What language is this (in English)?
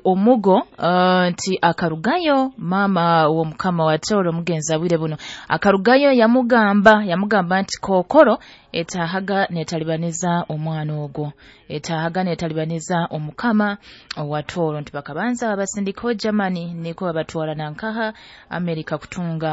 Nyoro